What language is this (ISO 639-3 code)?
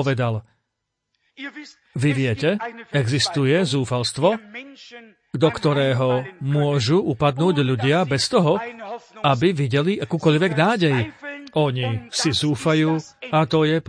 slk